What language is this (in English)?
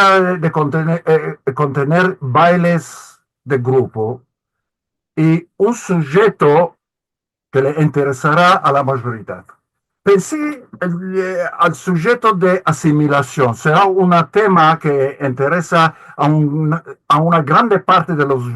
Ladino